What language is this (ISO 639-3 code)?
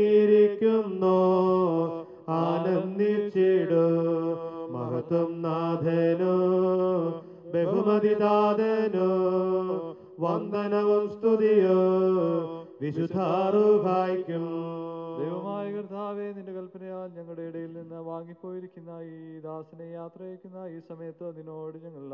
mal